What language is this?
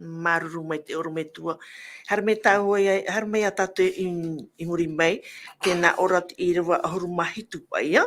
Tahitian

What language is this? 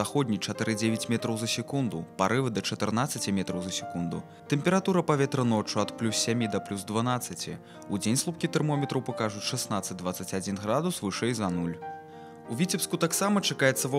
Belarusian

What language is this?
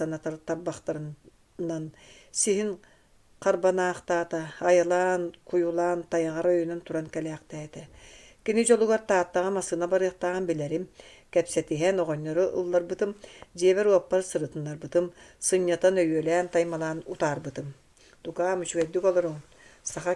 Yakut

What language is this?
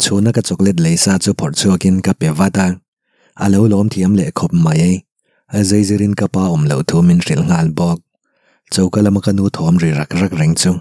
Mizo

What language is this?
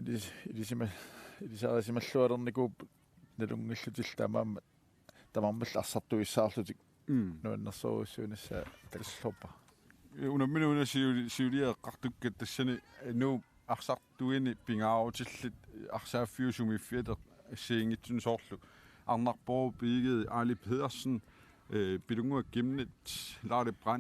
Kalaallisut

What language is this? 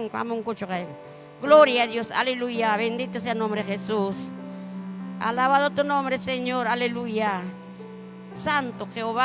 Ayacucho Quechua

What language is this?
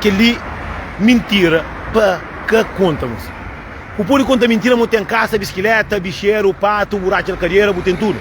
Kabuverdianu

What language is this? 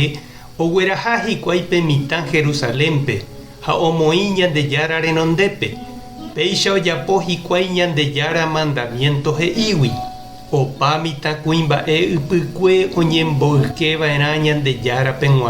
Guarani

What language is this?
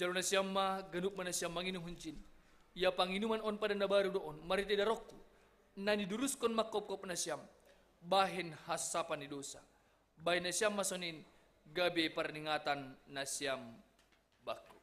Batak Simalungun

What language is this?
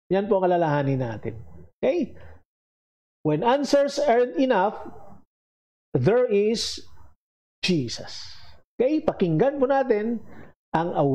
Filipino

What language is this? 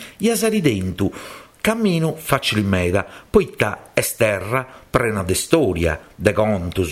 Sardinian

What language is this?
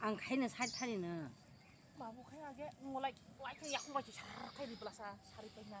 Kok Borok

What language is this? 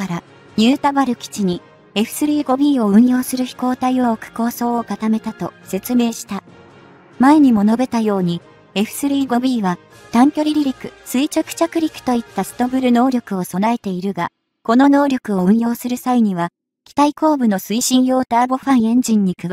Japanese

